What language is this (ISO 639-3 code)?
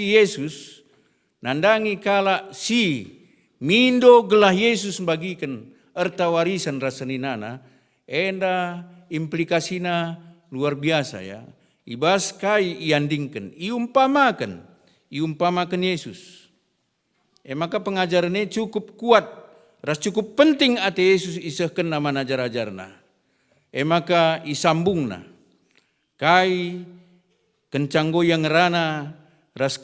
btx